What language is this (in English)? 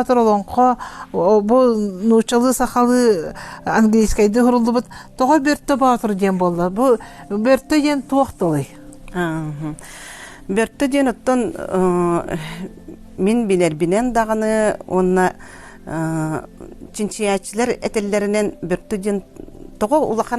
Yakut